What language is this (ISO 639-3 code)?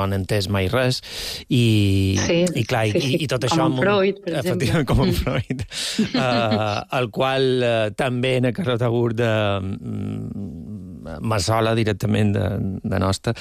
cat